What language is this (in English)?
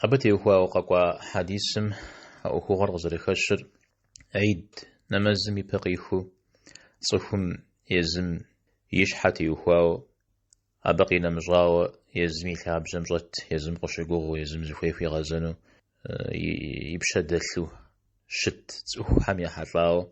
Kabardian